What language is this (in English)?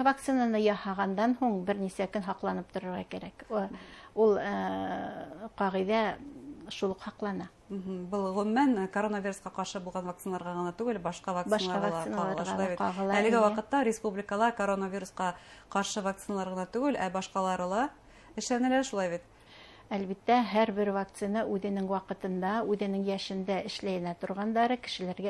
Bashkir